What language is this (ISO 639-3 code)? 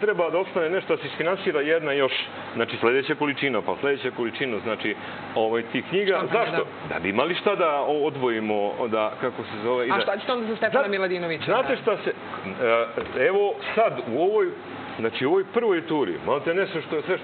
srp